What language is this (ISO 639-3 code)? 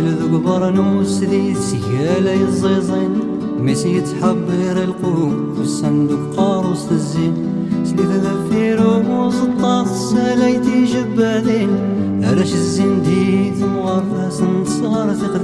kab